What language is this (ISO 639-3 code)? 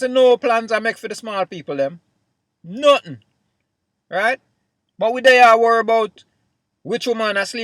jam